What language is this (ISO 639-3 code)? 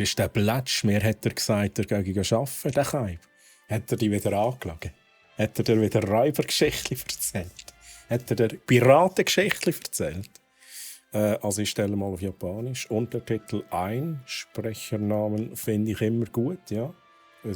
gsw